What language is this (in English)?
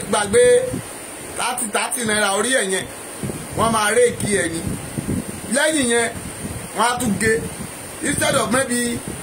Yoruba